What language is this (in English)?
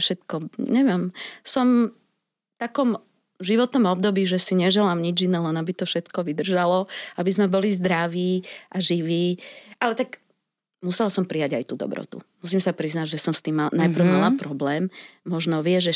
Slovak